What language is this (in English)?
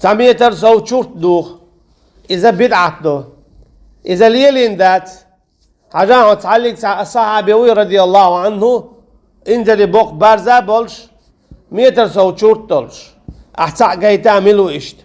Chechen